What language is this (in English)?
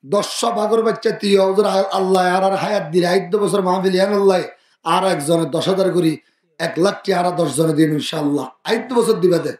Rohingya